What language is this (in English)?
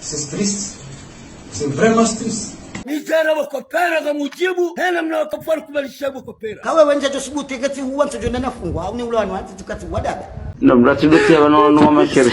Ngazidja Comorian